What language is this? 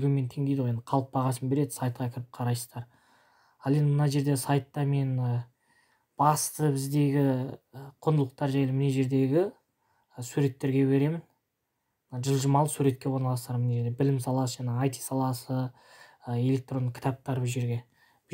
Kazakh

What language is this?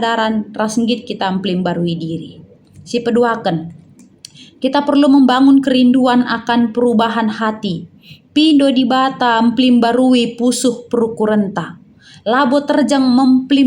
Batak Karo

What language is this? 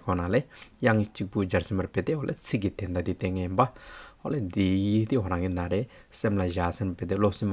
Hyolmo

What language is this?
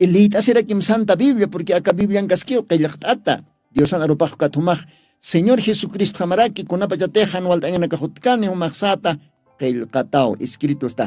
Aymara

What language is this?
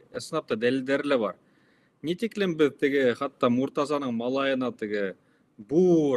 Bashkir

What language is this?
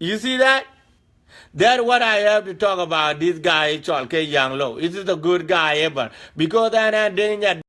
Dinka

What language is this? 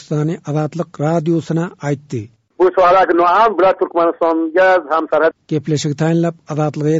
Turkmen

